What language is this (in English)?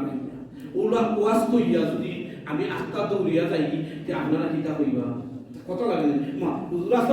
Sylheti